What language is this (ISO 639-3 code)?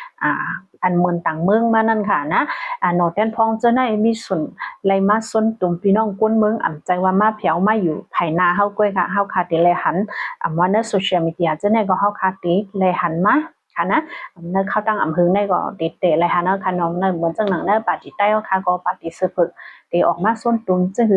shn